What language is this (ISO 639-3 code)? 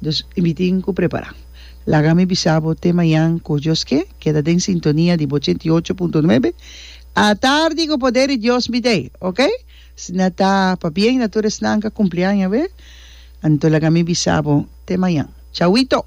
pap